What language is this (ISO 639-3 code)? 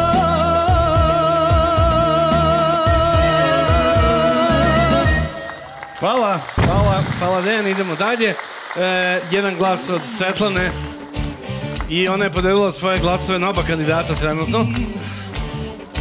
srp